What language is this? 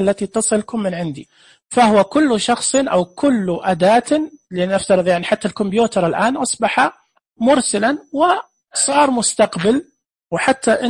Najdi Arabic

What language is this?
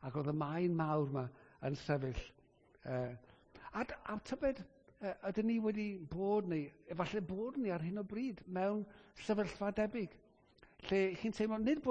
Welsh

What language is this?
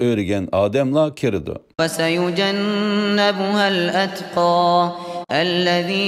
Uyghur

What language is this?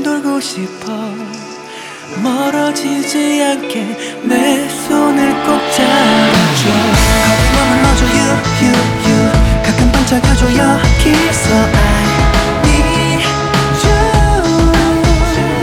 Korean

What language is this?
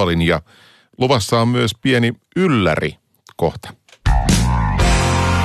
Finnish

